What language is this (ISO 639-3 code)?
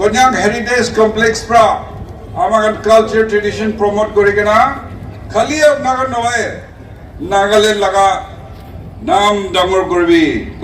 nag